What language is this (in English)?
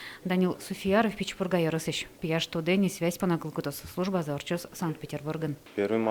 Udmurt